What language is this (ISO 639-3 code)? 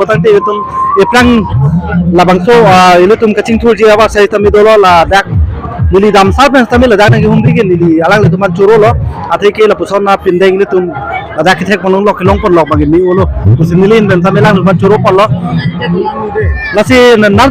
mjw